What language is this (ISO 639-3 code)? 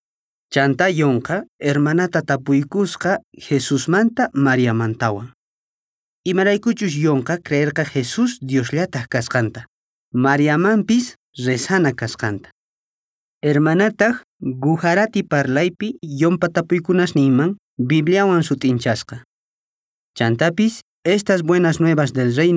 que